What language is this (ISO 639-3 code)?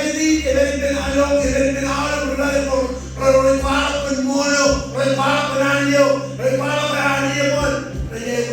mah